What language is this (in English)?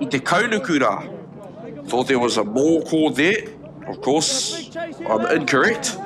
Māori